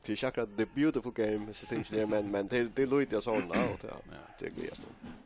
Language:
Faroese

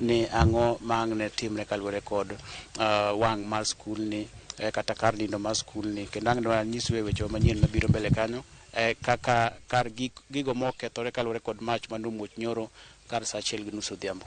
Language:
Luo (Kenya and Tanzania)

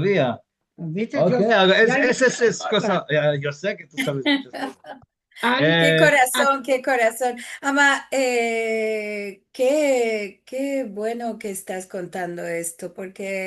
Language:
Ladino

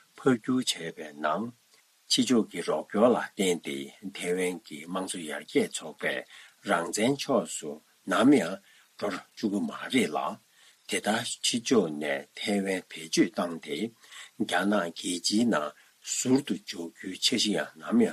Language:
Tibetan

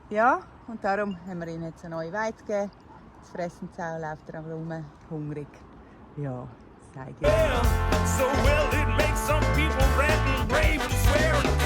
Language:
Swiss German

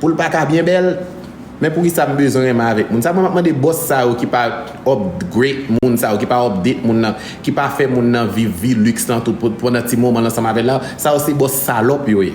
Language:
Haitian Creole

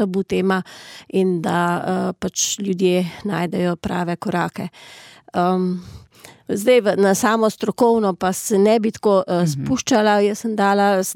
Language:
Slovenian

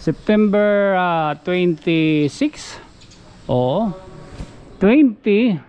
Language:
Waray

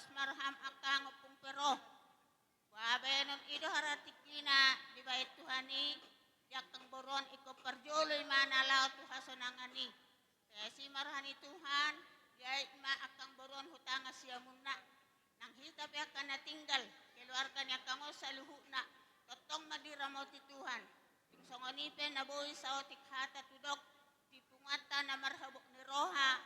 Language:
Batak Toba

